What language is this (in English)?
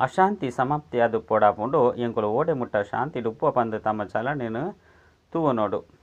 Tulu